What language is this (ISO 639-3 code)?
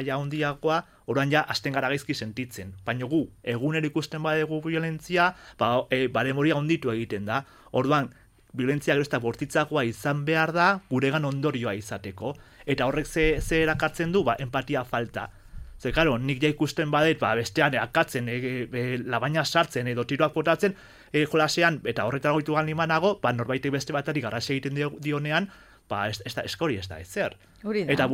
eus